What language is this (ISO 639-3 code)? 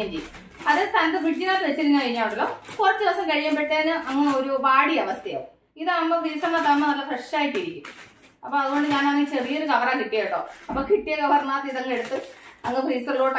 mal